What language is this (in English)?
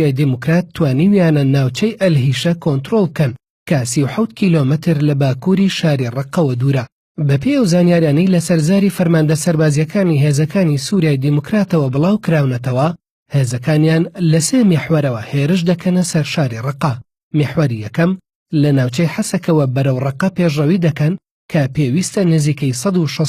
Central Kurdish